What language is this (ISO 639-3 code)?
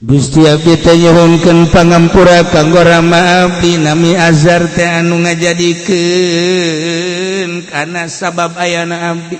sun